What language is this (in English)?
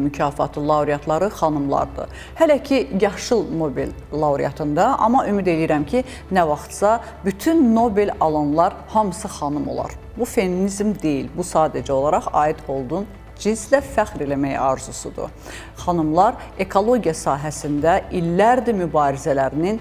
Azerbaijani